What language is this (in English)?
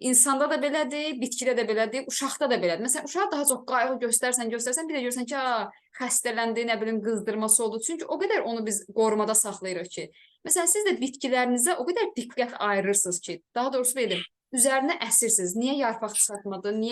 Azerbaijani